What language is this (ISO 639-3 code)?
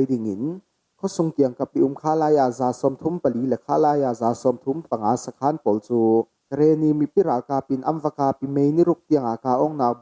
cfm